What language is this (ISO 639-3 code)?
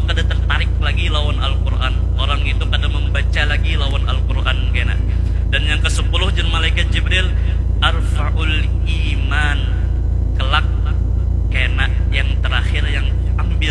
bjn